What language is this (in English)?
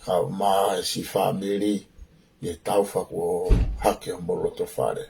Tongan